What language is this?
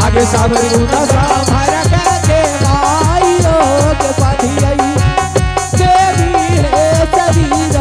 Angika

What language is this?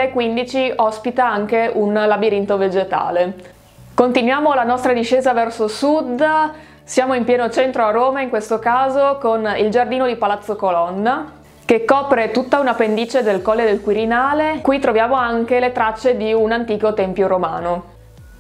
Italian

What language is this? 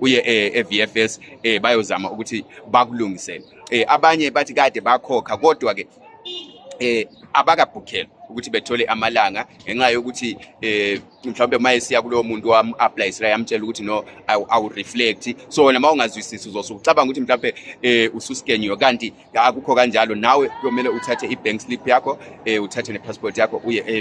Zulu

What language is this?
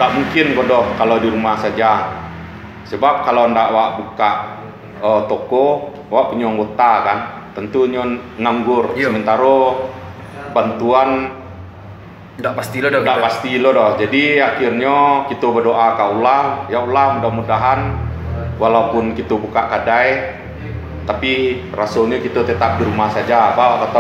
Minangkabau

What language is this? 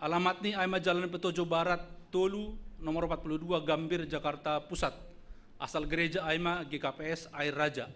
Batak Simalungun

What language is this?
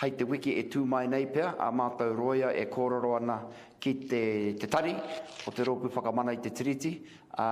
Māori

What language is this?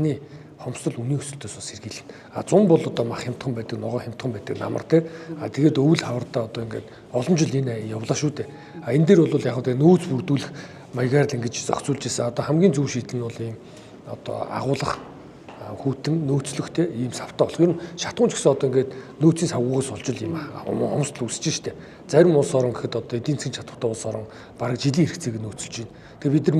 Mongolian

